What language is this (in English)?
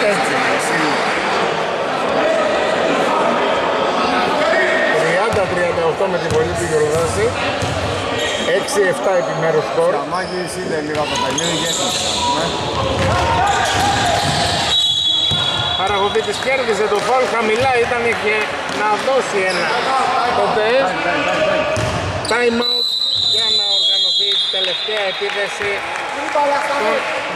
Greek